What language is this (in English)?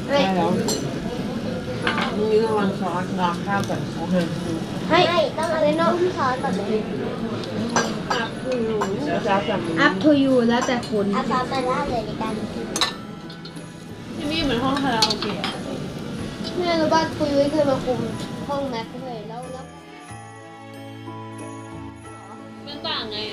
Thai